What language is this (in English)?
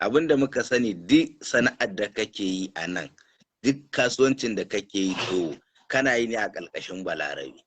Hausa